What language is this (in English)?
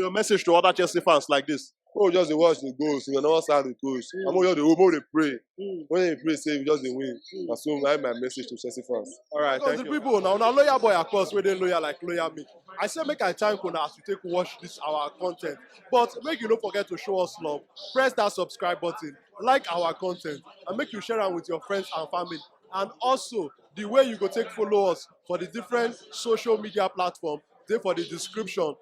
Nigerian Pidgin